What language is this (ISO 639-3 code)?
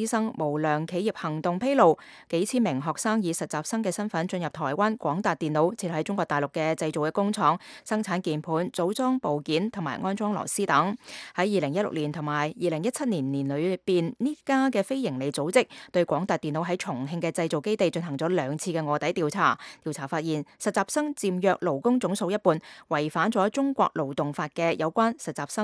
yue